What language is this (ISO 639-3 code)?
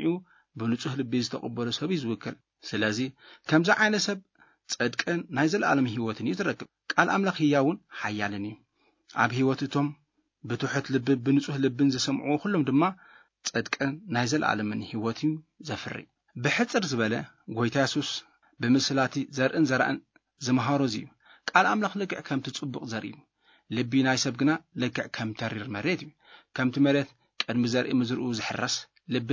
tir